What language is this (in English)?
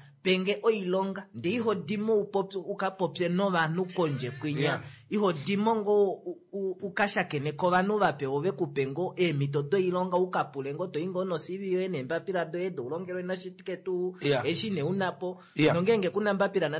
Kuanyama